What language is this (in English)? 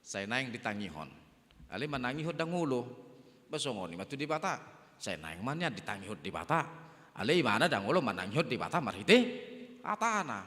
Batak Toba